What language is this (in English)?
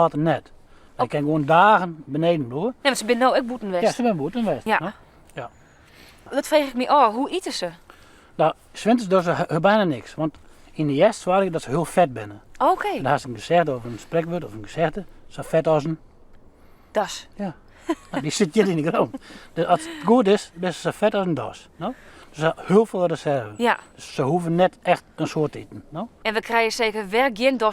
Western Frisian